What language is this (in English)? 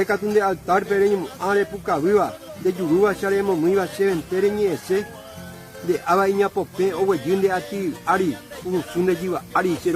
Guarani